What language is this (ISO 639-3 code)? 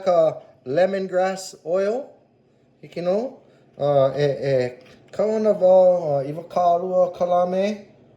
haw